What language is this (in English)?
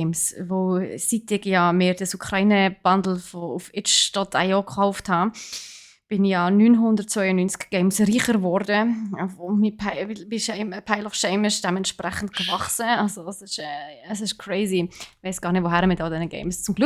Swiss German